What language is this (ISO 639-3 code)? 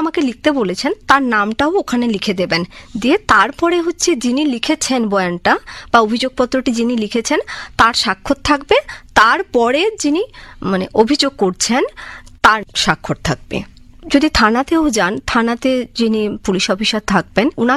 ben